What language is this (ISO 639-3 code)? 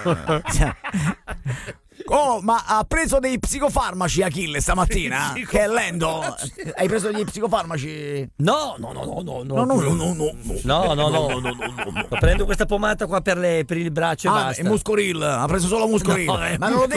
ita